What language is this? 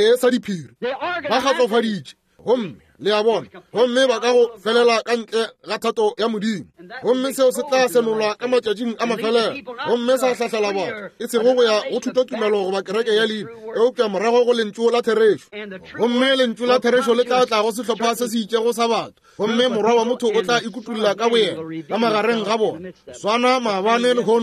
Northern Sotho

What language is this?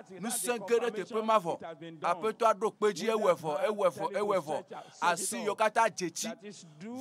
Ewe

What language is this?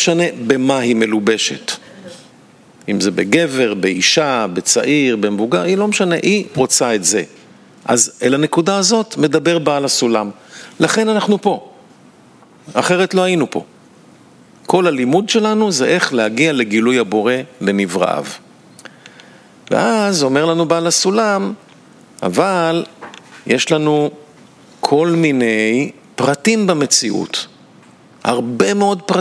Hebrew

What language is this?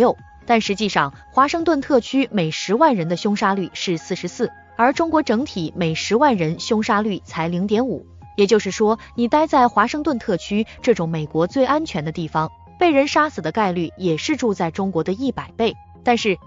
Chinese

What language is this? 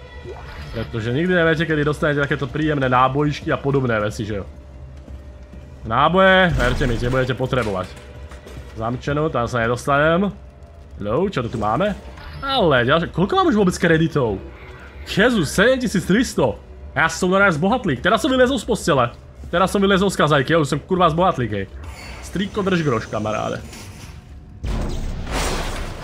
Slovak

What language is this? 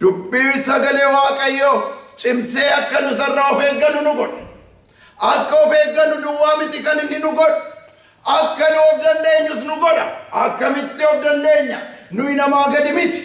Oromo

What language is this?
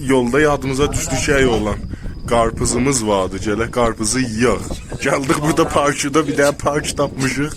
South Azerbaijani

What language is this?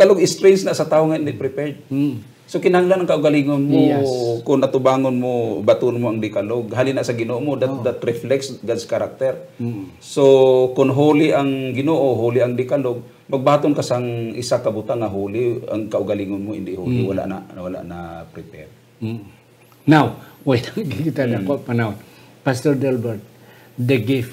Hiligaynon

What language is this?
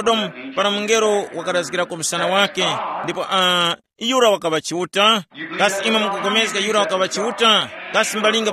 Tumbuka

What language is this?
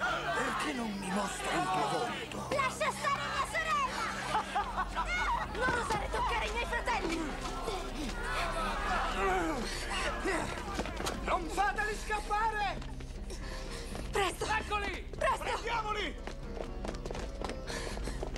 Italian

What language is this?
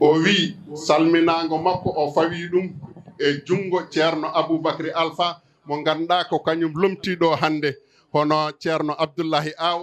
Fula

